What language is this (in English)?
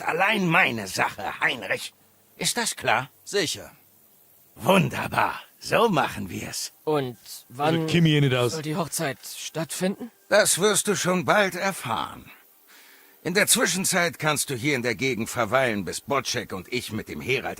Bavarian